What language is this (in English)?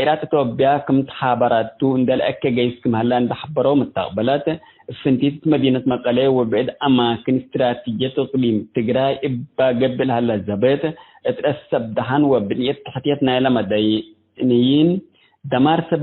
Tigre